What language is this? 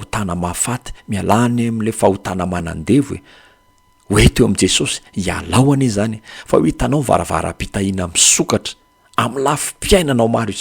Malagasy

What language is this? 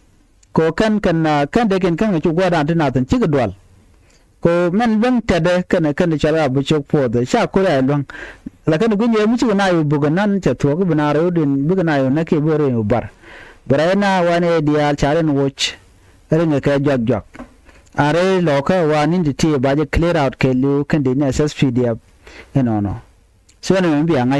Nuer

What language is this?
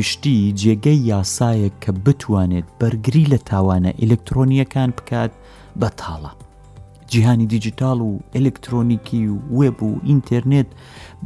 Central Kurdish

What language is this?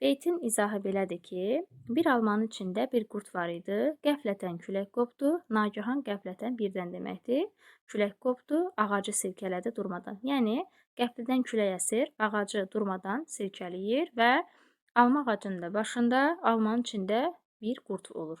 Azerbaijani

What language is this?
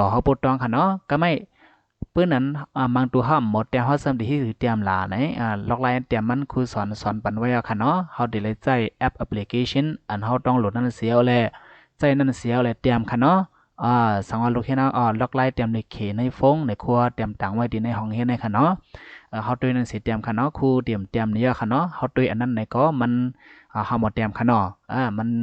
Shan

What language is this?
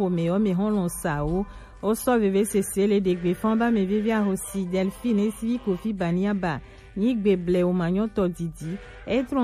Gen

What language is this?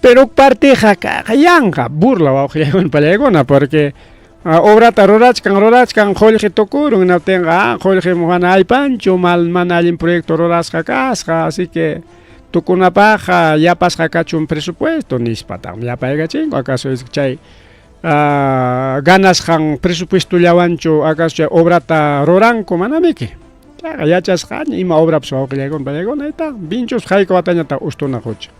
Ayacucho Quechua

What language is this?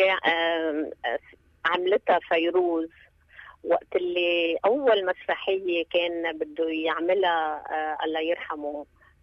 North Levantine Arabic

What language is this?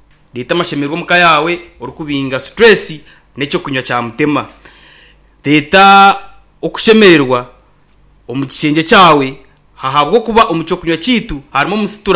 Nyankole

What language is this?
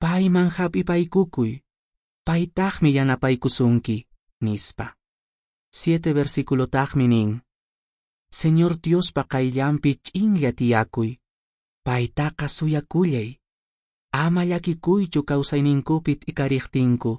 Quechua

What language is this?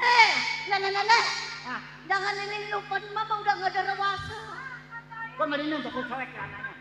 Betawi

